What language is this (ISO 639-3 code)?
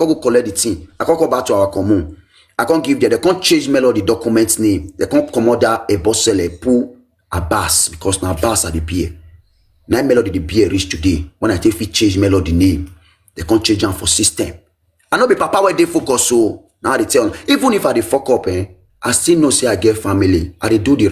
pcm